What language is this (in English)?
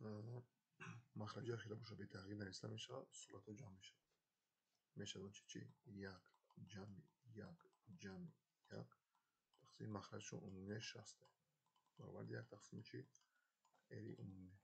Tajik